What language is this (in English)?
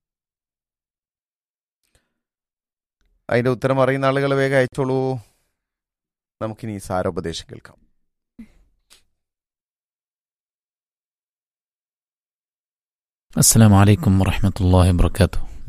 Malayalam